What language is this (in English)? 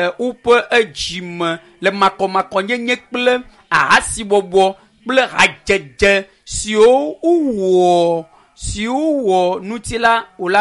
Ewe